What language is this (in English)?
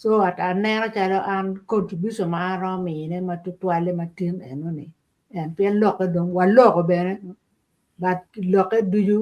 Acoli